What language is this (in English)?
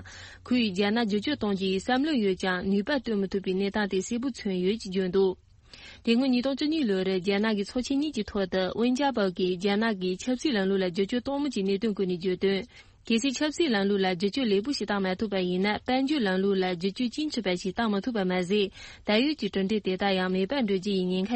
Tibetan